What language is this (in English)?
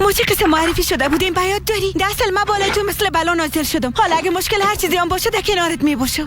Persian